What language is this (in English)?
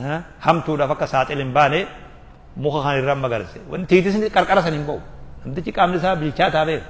Oromo